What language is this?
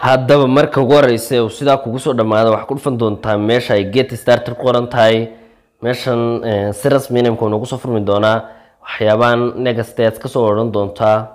Somali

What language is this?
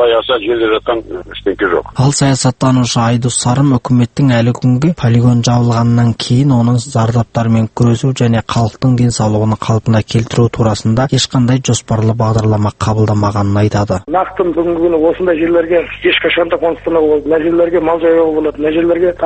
Kazakh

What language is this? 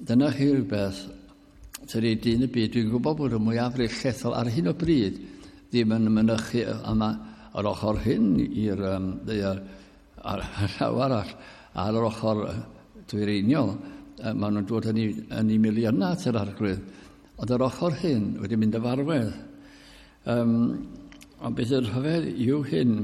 Welsh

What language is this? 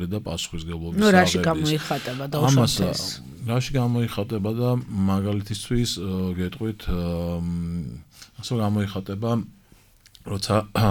Georgian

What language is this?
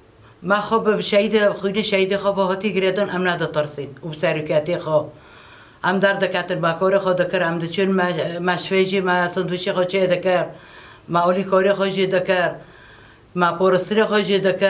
Kurdish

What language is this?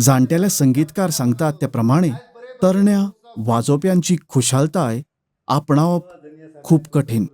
Konkani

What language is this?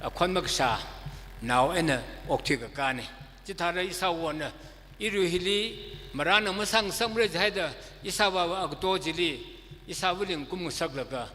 Tangkhul Naga (India)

